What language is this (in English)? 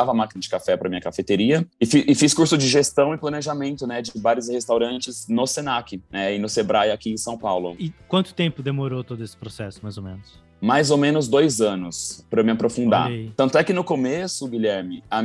Portuguese